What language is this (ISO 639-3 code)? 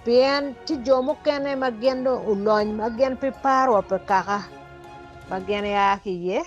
ach